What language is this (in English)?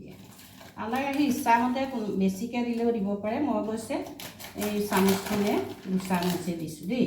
Assamese